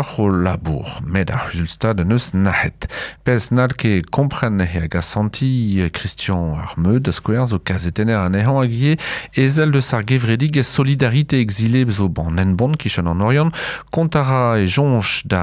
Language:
Breton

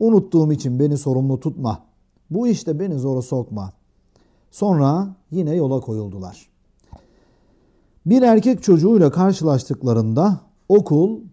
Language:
Turkish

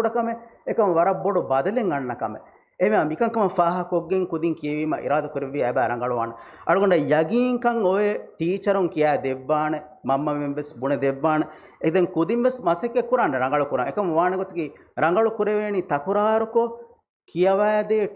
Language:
Divehi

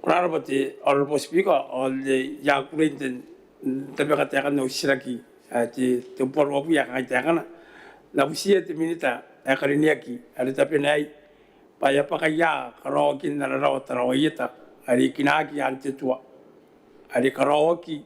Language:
Gilbertese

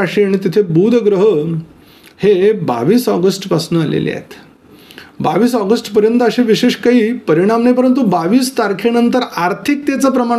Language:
Marathi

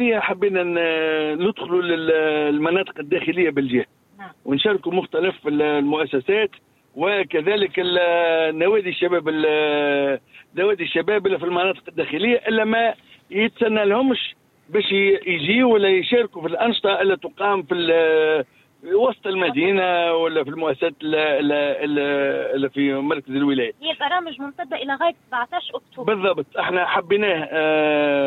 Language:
Tunisian Arabic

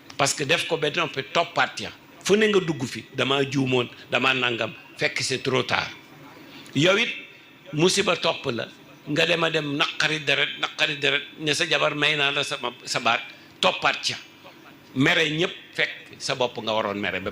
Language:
Wolof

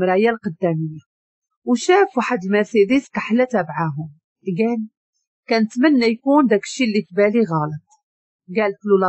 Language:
Moroccan Arabic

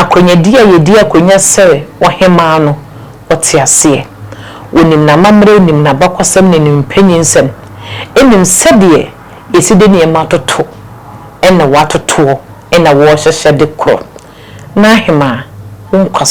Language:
Akan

